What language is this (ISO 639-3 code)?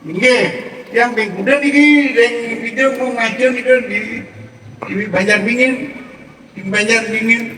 ban